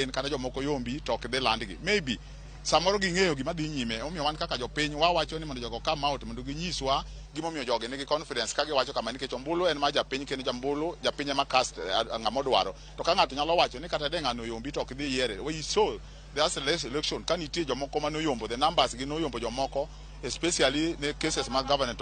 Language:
Luo (Kenya and Tanzania)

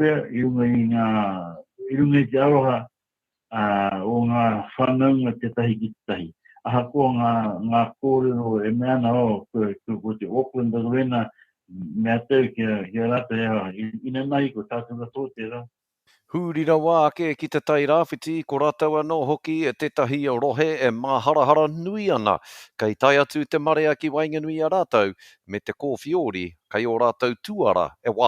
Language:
Māori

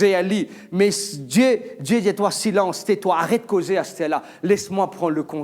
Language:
Morisyen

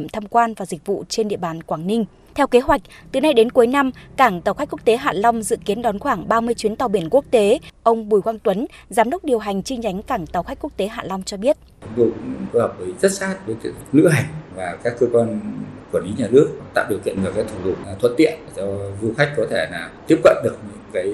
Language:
Vietnamese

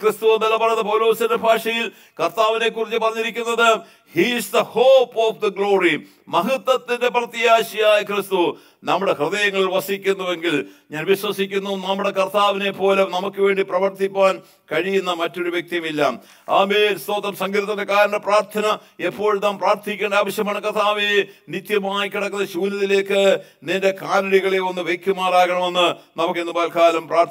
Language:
Malayalam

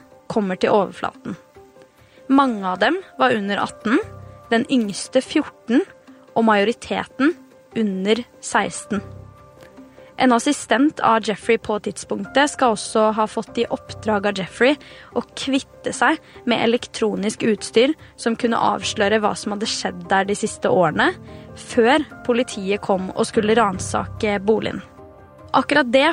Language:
Norwegian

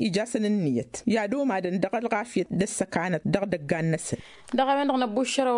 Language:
Tamasheq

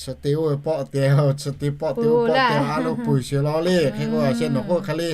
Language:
Lahu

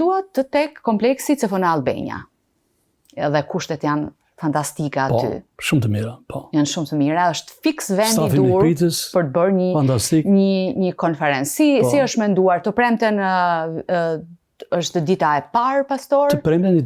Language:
Albanian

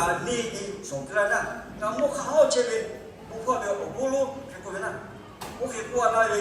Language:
Lahu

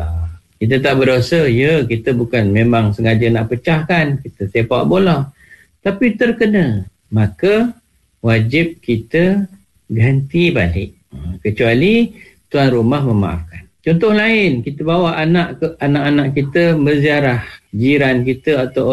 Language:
Malay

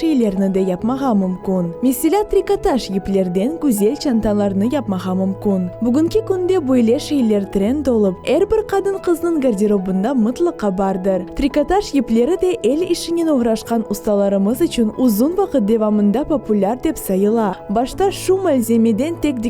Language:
Crimean Tatar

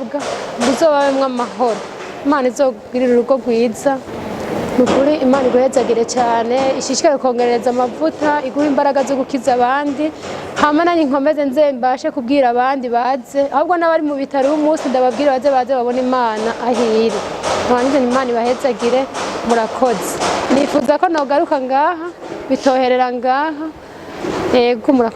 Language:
Rundi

